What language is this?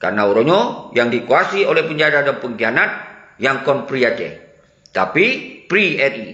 Achinese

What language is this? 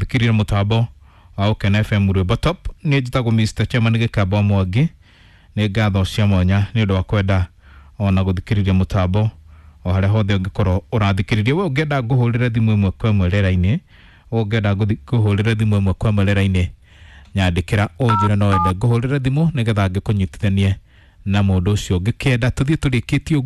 Kikuyu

